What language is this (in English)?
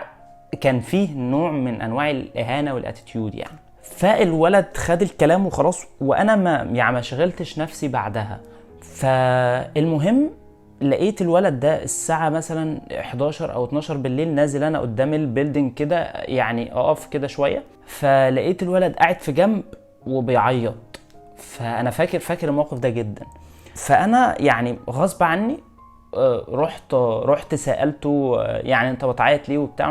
Egyptian Arabic